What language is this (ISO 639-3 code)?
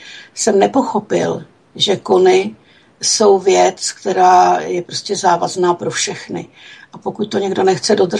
ces